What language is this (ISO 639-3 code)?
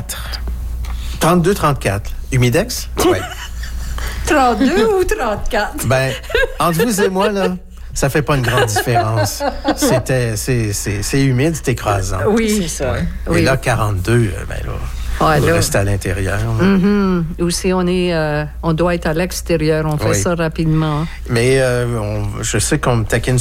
fra